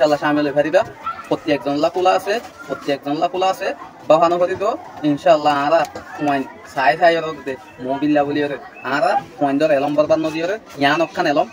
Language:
Rohingya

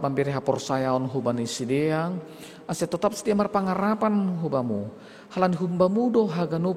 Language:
Batak Simalungun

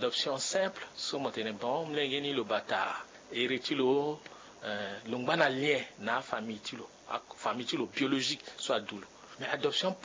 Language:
Sango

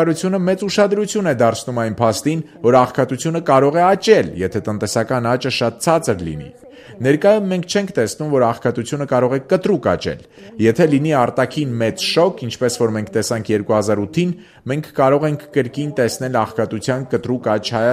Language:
Armenian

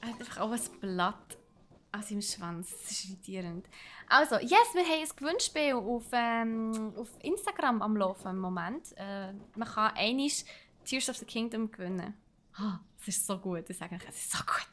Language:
Swiss German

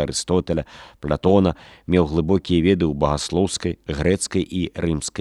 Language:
Belarusian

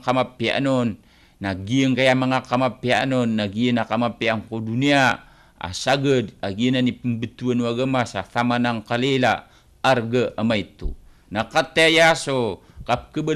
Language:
Maranao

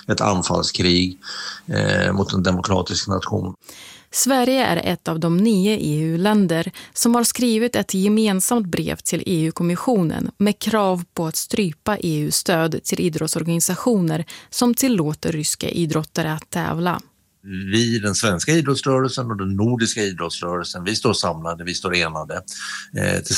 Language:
Swedish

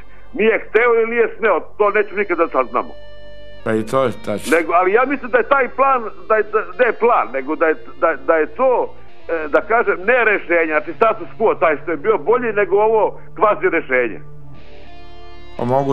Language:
Serbian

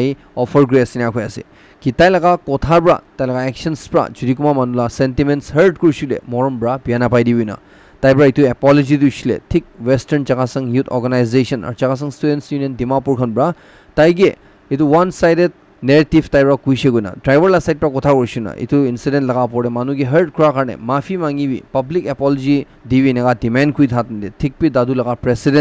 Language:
Naga Pidgin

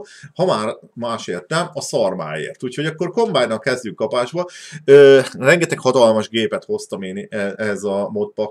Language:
Hungarian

